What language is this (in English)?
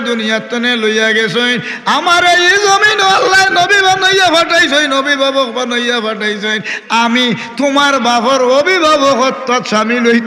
Sylheti